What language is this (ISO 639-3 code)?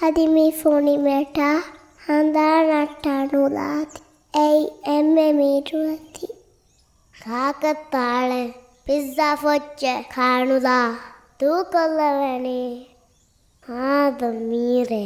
div